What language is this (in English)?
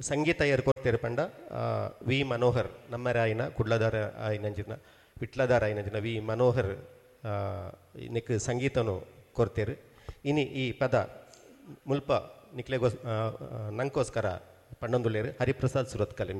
Tulu